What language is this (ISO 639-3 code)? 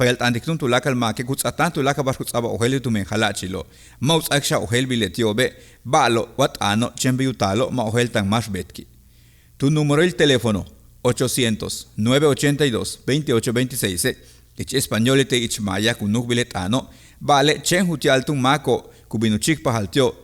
yua